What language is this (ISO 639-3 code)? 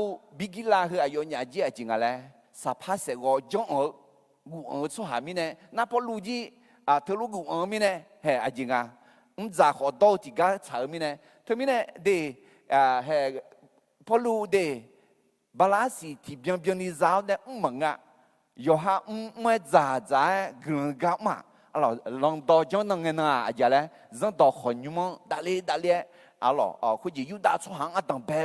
ahk